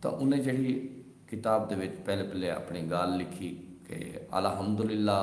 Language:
Saraiki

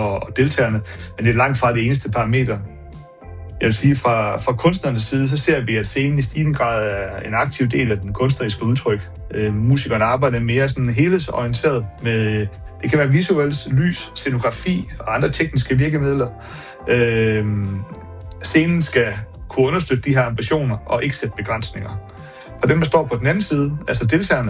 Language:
Danish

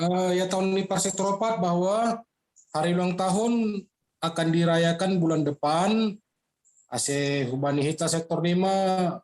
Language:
Batak Simalungun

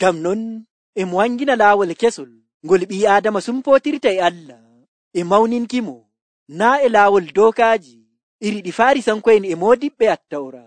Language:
Nigerian Fulfulde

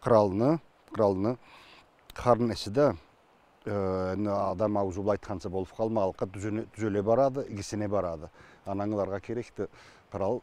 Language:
Karachay-Balkar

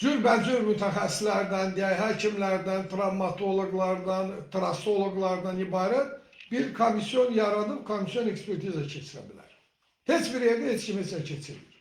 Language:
Azerbaijani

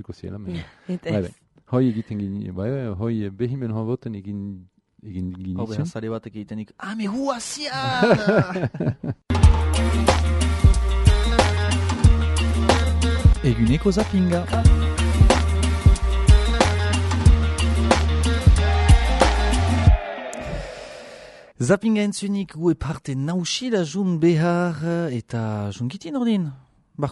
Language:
Basque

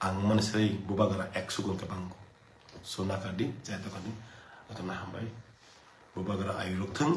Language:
Kok Borok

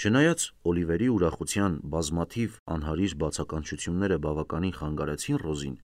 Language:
Armenian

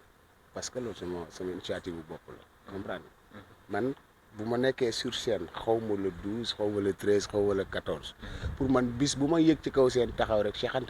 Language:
Wolof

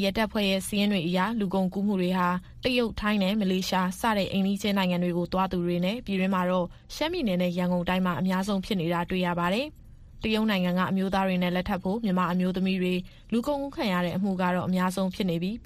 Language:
Burmese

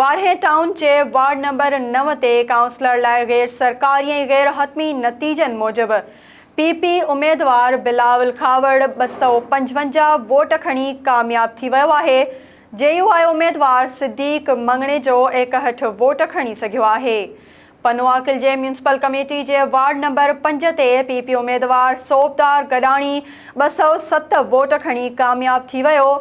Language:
Sindhi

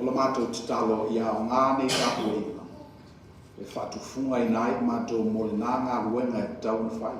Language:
Samoan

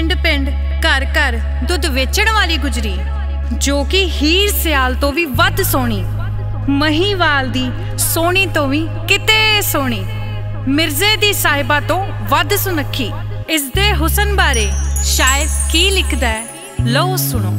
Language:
Punjabi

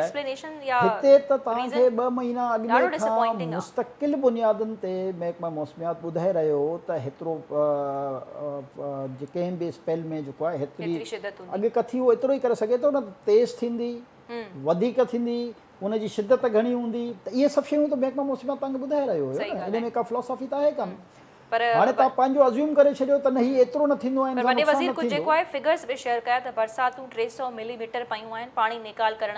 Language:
Sindhi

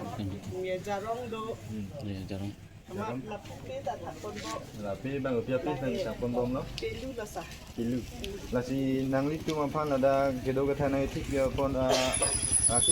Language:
Karbi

